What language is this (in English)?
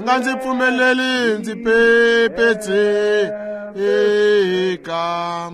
Tsonga